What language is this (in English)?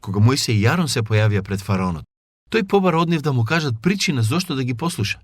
Macedonian